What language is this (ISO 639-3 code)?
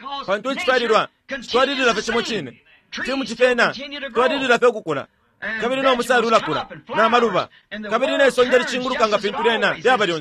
bem